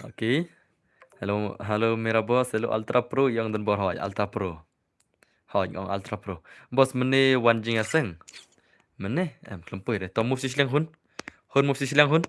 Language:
Khasi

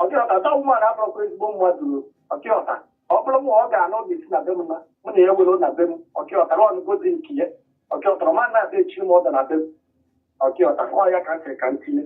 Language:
Igbo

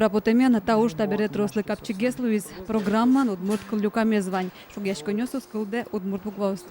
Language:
Udmurt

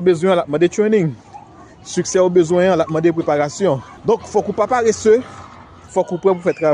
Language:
Haitian Creole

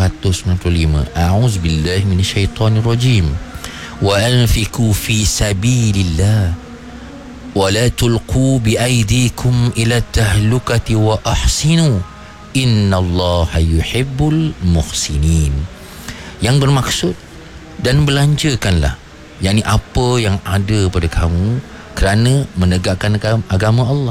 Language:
Malay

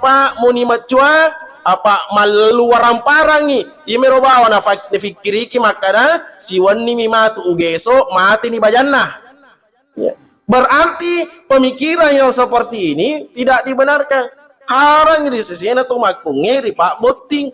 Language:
Buginese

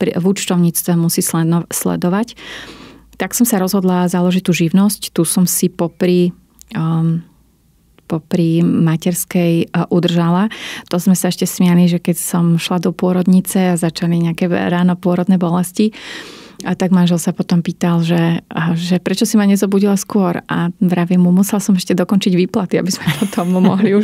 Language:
Slovak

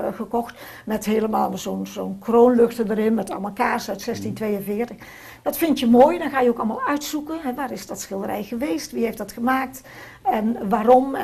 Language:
Dutch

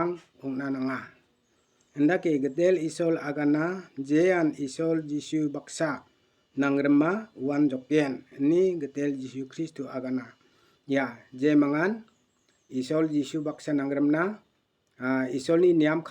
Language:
Garo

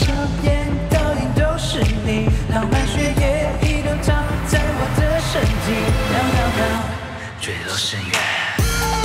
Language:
Chinese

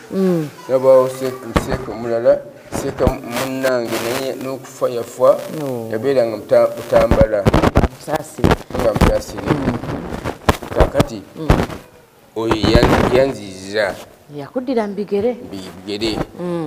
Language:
Ganda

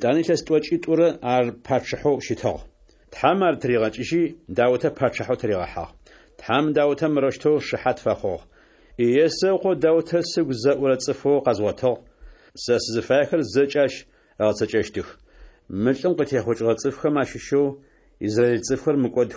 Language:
Adyghe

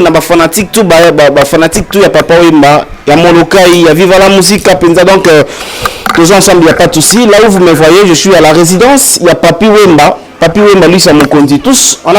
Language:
Lingala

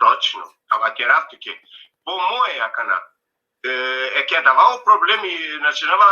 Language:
Balkan Romani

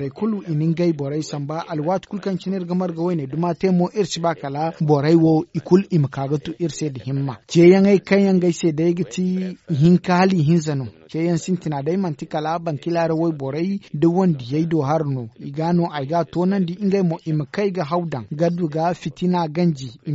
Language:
Zarma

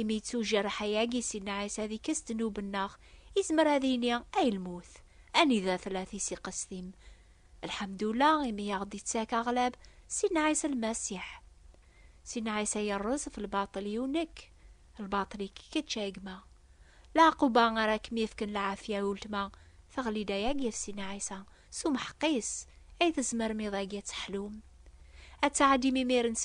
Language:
Kabyle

